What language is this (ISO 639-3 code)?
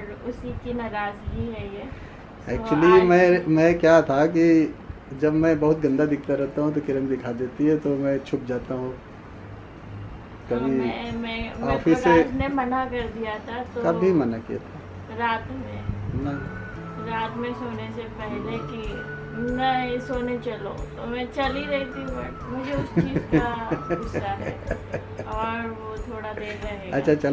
hin